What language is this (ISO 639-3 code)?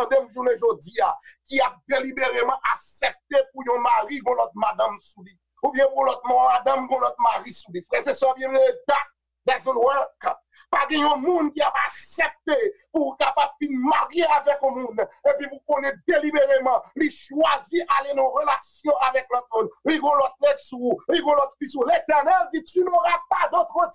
hat